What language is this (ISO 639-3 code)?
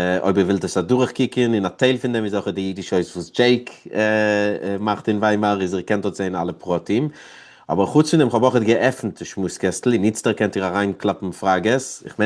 yid